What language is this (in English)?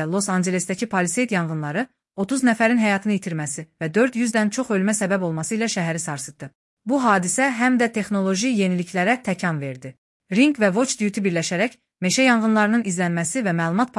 Azerbaijani